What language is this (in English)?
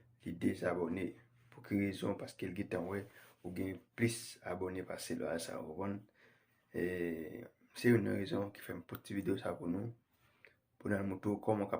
Haitian Creole